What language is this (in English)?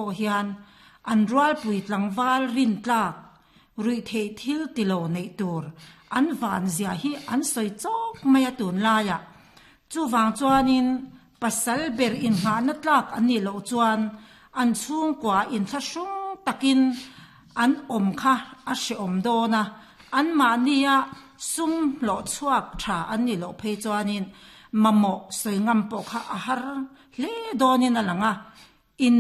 Mizo